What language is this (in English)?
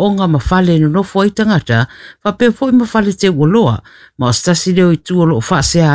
Samoan